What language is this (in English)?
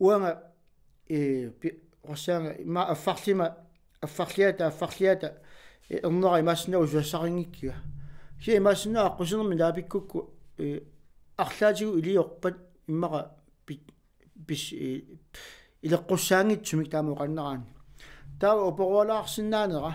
Kalaallisut